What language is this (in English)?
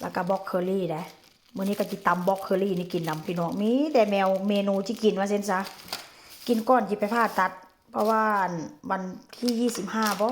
Lao